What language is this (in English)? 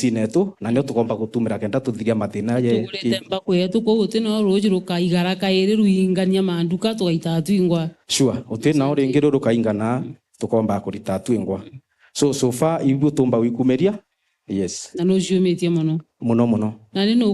Meru